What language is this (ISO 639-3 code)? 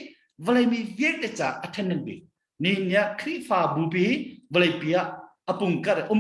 cnh